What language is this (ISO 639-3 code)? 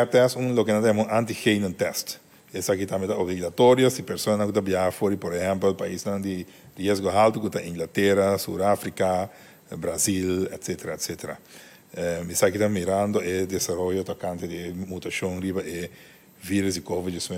pap